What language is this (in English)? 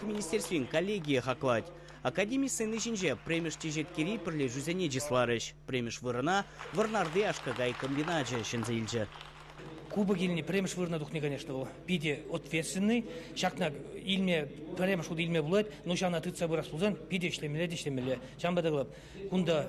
Chuvash